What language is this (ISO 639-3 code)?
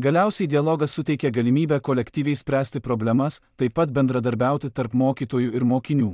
lit